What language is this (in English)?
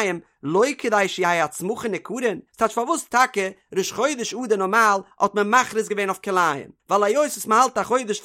Yiddish